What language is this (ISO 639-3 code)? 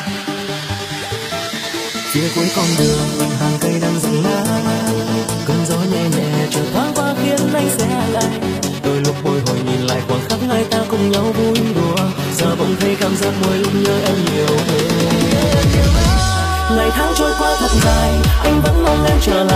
vie